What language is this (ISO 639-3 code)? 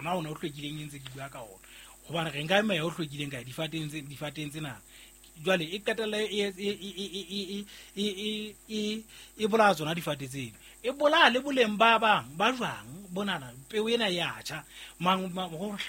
sot